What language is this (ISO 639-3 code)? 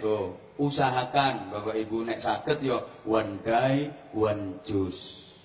jav